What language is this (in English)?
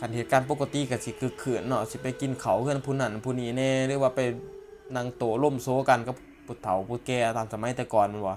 Lao